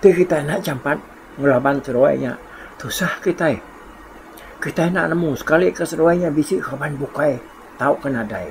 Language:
Iban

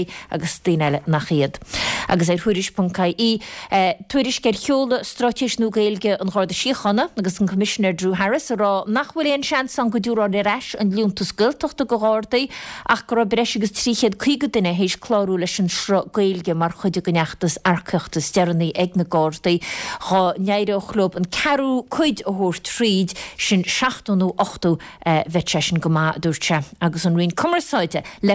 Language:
Irish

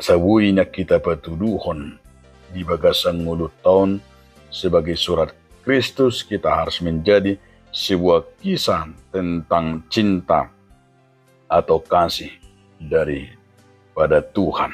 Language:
Batak Toba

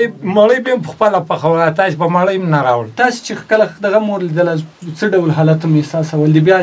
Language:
Pashto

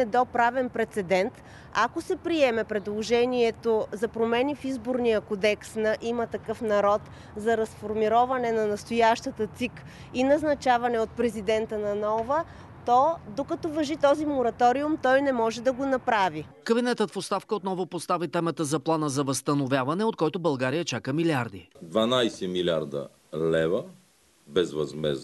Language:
Bulgarian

